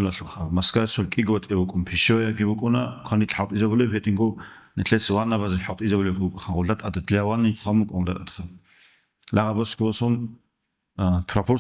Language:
Avaric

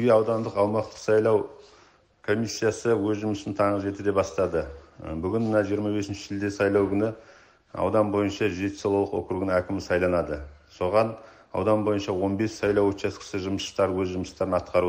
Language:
Kazakh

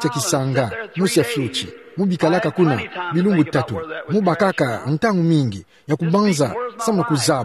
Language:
Kituba (Democratic Republic of Congo)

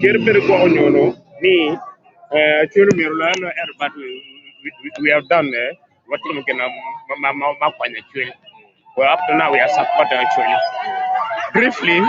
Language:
Acoli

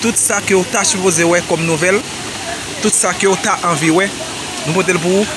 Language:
Haitian Creole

